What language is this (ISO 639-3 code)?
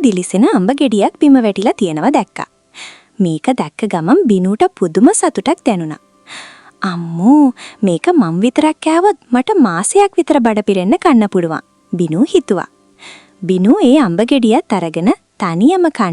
sin